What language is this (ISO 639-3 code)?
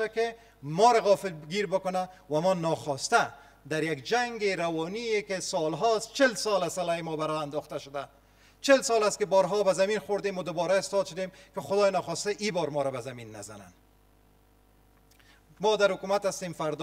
fas